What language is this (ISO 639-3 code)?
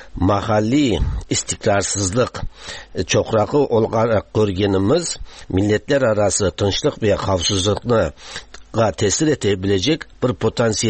tat